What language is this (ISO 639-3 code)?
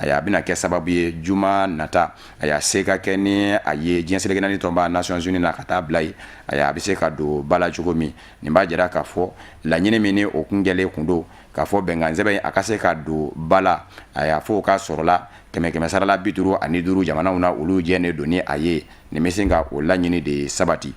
bam